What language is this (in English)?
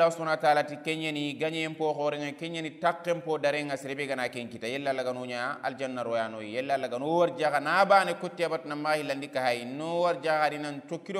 Soninke